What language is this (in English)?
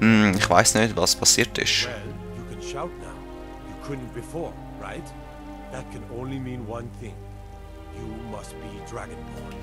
Swiss German